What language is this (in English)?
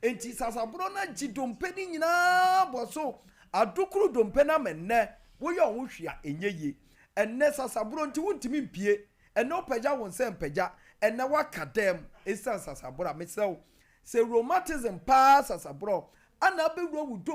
Akan